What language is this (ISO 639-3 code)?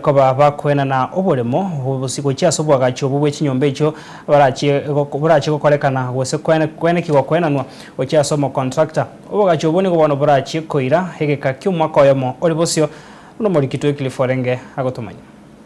guz